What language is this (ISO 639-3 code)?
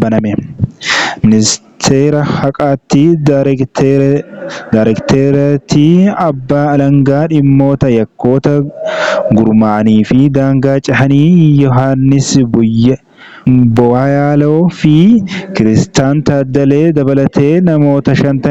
orm